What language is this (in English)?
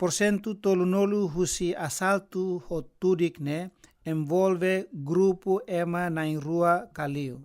Tetum